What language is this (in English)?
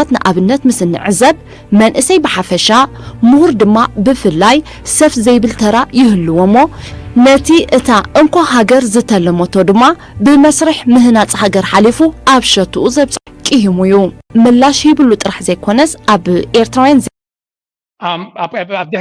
Tigrinya